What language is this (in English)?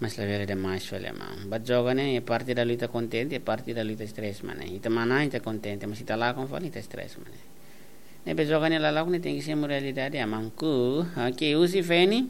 Tetum